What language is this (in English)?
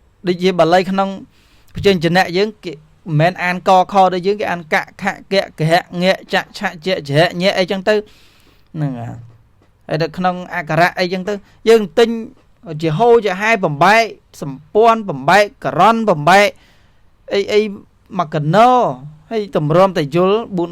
Khmer